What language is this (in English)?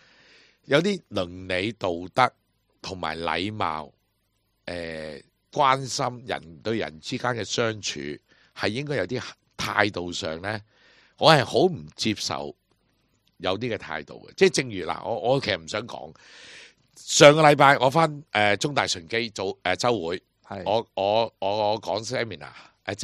Cantonese